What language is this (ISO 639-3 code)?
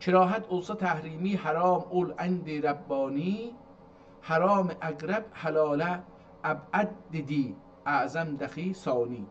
azb